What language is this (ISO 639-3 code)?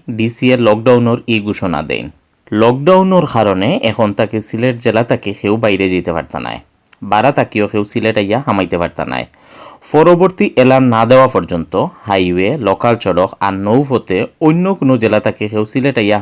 syl